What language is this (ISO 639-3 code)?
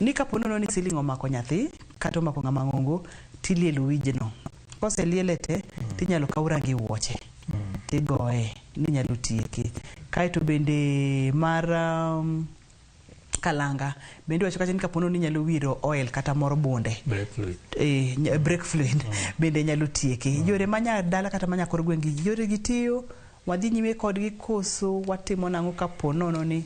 luo